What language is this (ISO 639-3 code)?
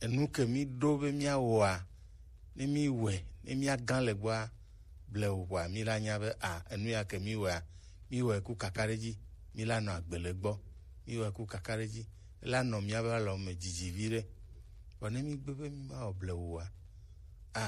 gej